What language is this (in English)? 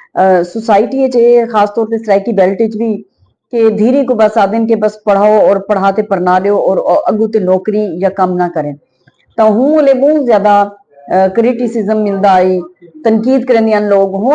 Saraiki